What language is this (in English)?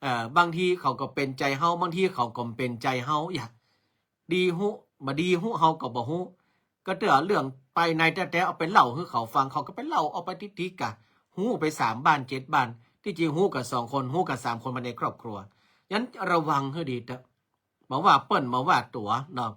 Northern Thai